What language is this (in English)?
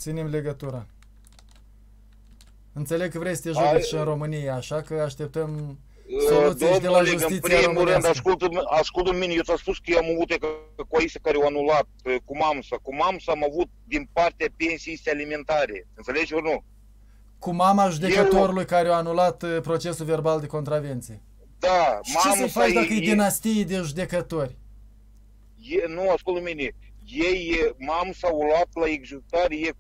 Romanian